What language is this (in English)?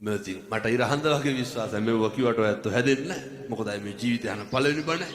Sinhala